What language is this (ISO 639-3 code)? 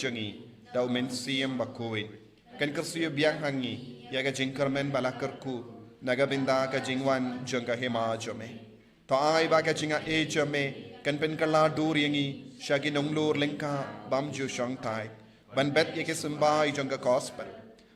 kha